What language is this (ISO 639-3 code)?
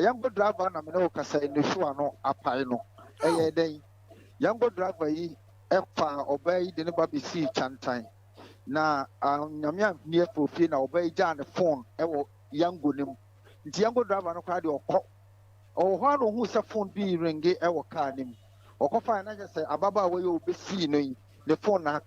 aka